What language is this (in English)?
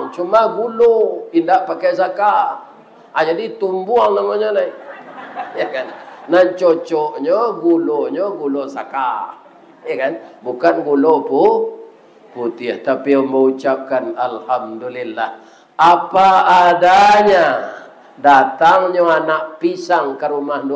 Minangkabau